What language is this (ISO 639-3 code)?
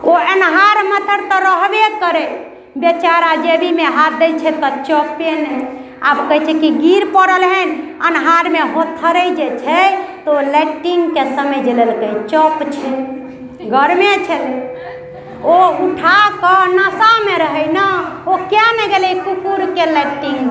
mai